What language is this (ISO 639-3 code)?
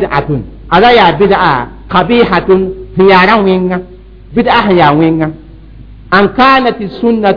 mos